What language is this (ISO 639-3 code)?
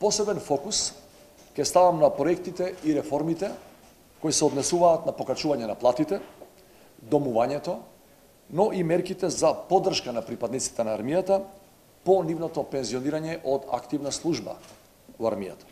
mkd